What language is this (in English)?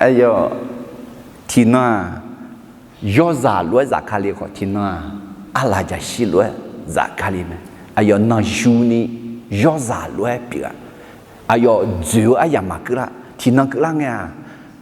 Akha